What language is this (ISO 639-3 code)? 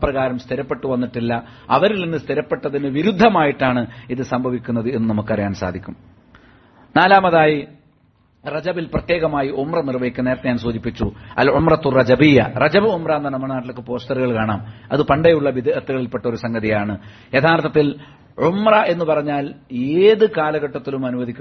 mal